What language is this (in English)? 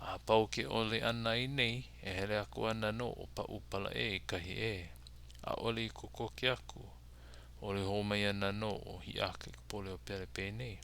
Hawaiian